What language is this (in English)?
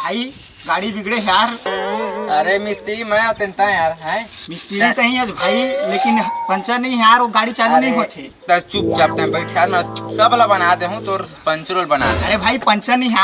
Chhattisgarhi